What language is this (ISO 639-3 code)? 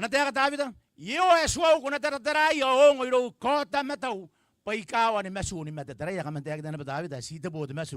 gil